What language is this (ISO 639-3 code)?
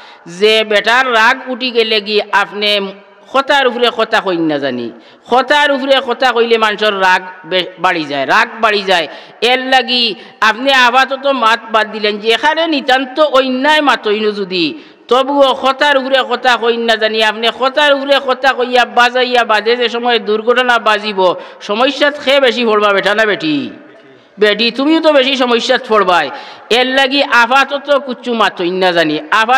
syl